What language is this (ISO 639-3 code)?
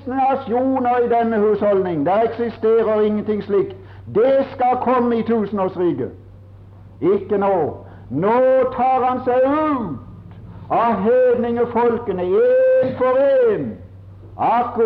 nor